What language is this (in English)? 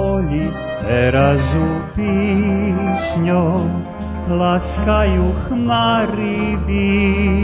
Rusyn